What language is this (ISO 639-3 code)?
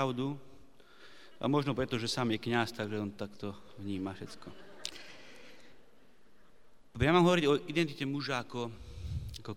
slk